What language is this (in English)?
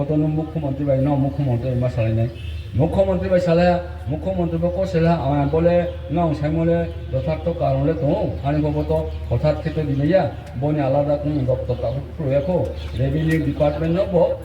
Riang (India)